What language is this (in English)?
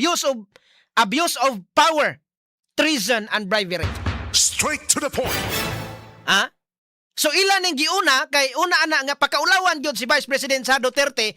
Cebuano